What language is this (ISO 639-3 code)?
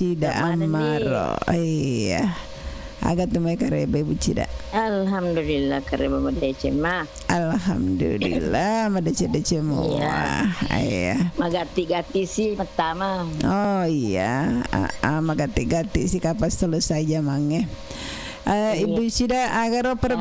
bug